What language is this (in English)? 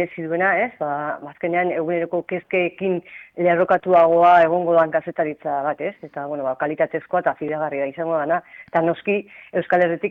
Basque